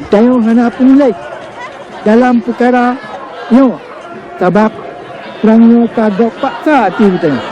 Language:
Achinese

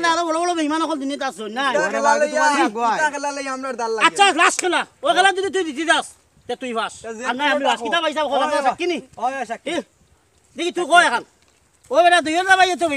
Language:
Sylheti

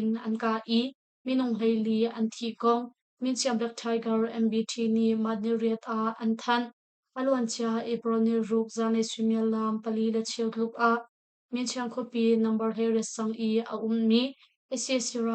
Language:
Hakha Chin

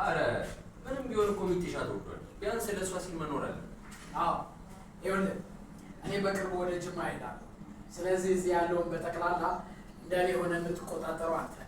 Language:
Amharic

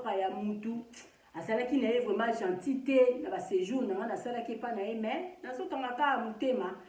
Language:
Lingala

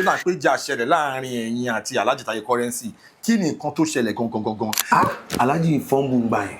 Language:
Yoruba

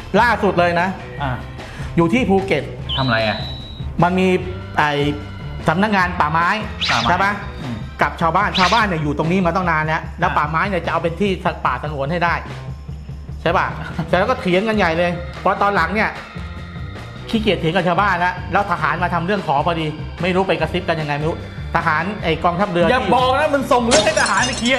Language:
Thai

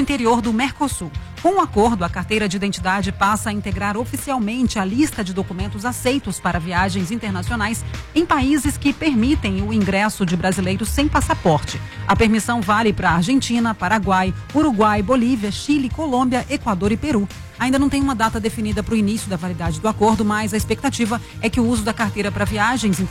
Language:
Portuguese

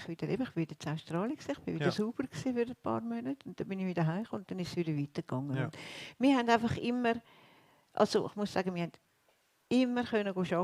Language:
Swiss German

